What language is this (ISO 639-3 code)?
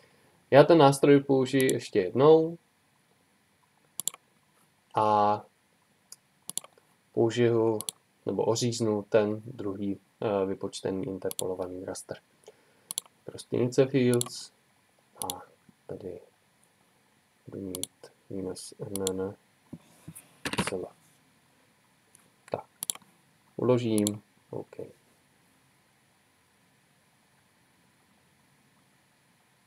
ces